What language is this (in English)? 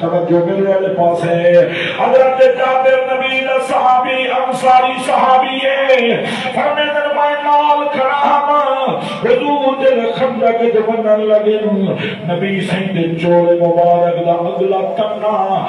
Saraiki